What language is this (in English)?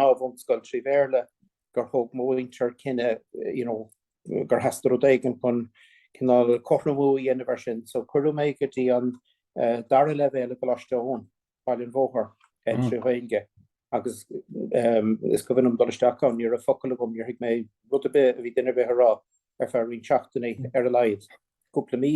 Irish